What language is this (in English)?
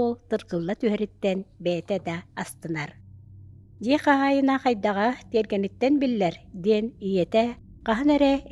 Yakut